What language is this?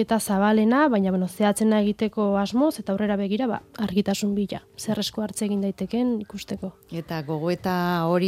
Basque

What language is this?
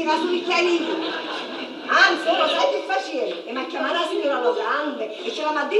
Sicilian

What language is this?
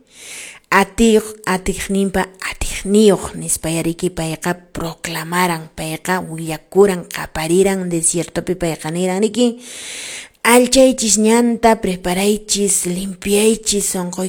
Quechua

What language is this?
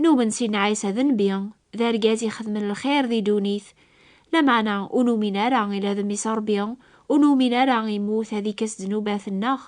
Kabyle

